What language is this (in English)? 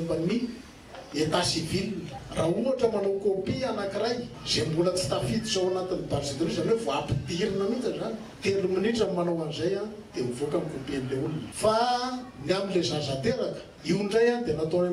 Malagasy